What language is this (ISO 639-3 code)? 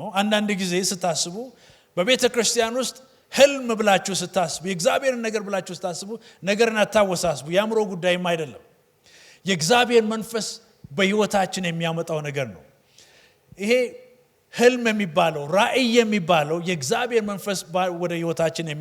amh